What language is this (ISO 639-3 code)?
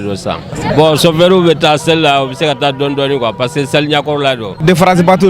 bam